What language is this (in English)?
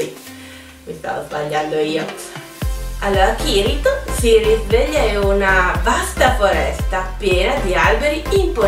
Italian